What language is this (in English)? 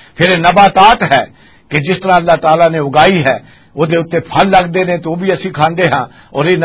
Western Panjabi